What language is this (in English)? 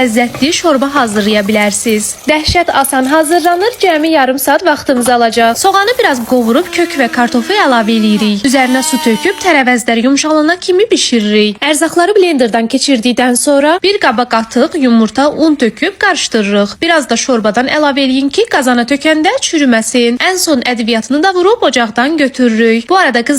Azerbaijani